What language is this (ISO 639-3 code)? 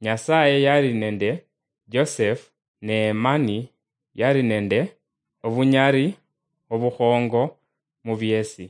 luy